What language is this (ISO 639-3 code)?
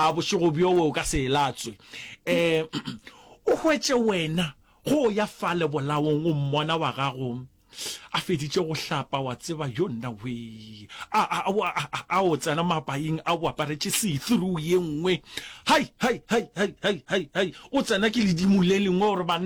nso